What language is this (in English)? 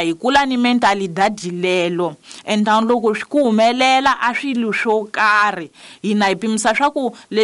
Tsonga